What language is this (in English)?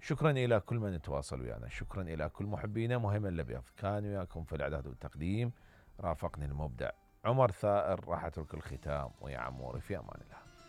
Mesopotamian Arabic